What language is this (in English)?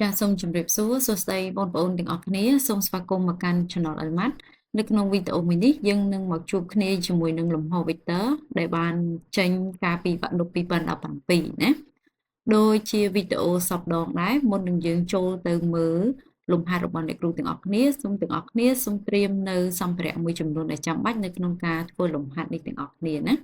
Khmer